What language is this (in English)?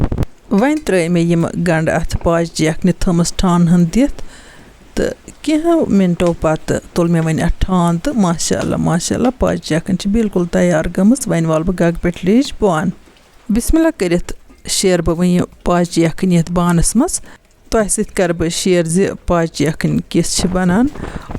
Kashmiri